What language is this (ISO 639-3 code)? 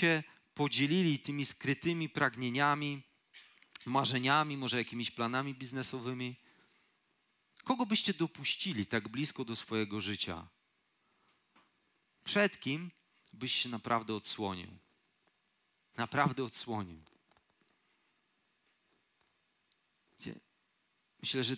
pol